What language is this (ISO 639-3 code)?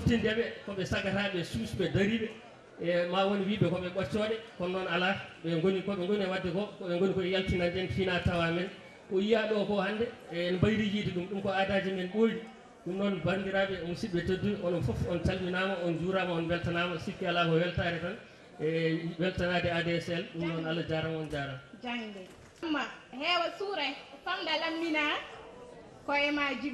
ful